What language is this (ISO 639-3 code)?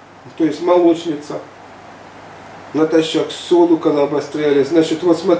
rus